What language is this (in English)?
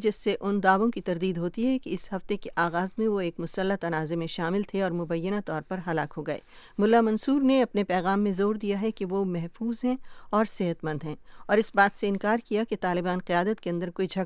Urdu